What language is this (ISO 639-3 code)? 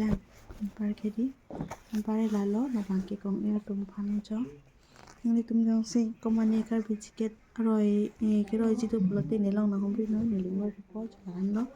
mjw